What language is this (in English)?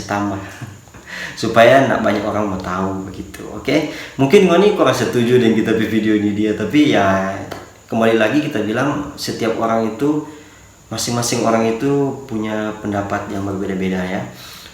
Manado Malay